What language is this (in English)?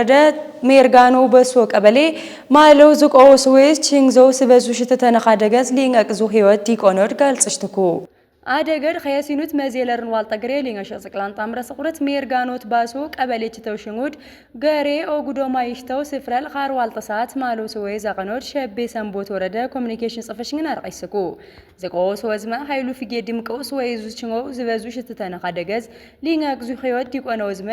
Amharic